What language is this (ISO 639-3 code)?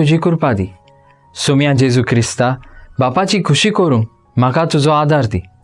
kok